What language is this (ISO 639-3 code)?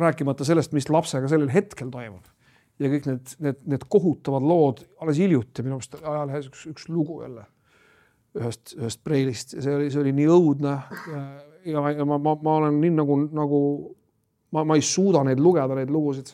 est